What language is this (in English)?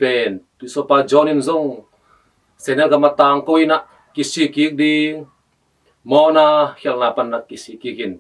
Tedim Chin